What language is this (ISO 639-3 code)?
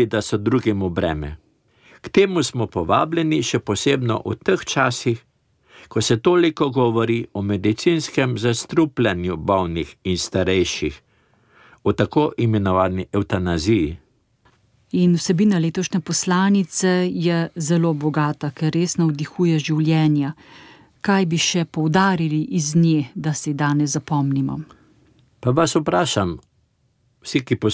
slv